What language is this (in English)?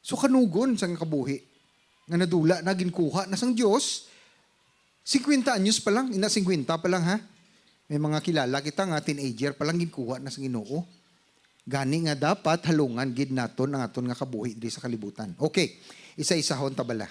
Hiligaynon